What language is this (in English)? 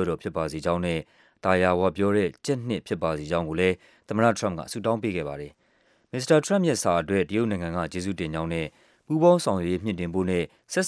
Burmese